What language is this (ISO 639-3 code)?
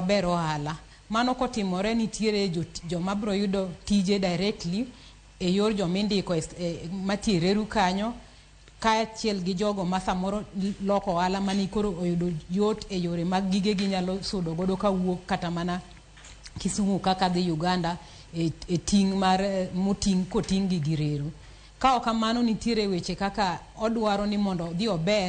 luo